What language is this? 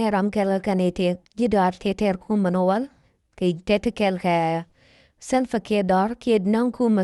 Nuer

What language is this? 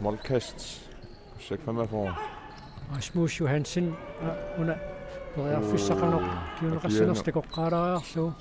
Kalaallisut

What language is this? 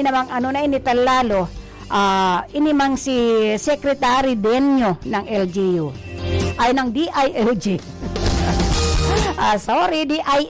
Bikol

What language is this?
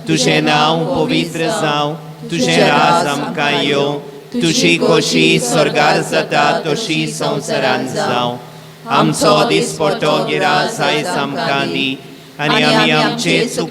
Konkani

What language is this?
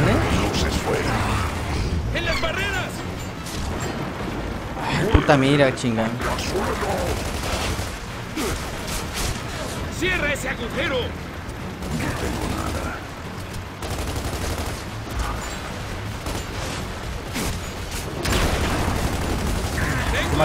Spanish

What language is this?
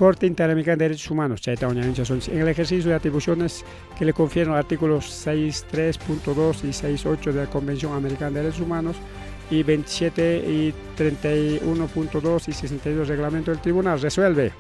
Ayacucho Quechua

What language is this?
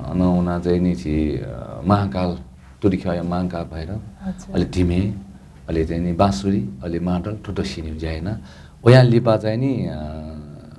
Newari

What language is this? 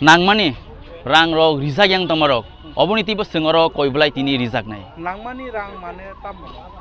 Kok Borok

